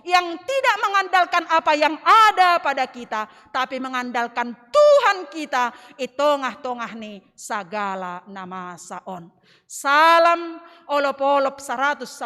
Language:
Batak Simalungun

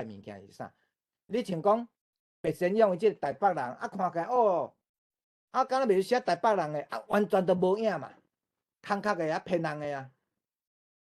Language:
Min Nan Chinese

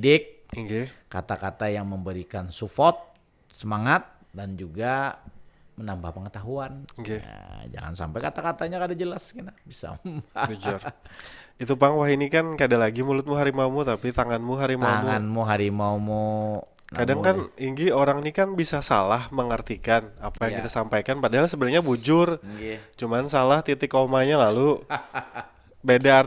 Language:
Banjar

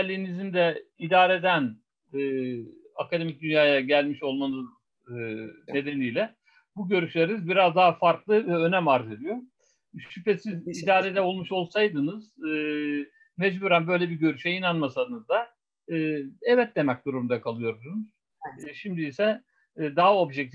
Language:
Turkish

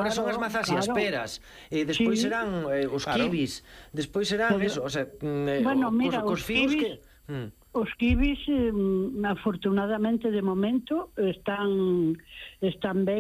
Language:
Galician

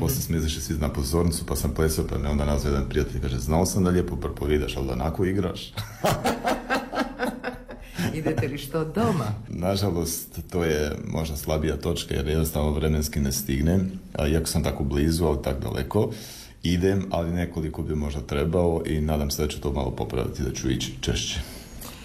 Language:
Croatian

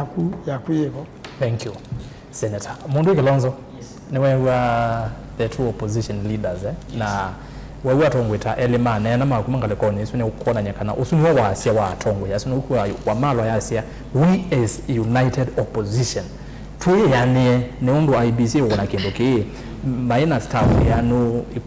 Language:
Kamba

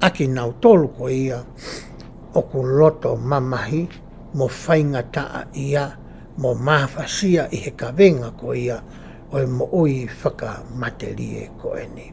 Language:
Tongan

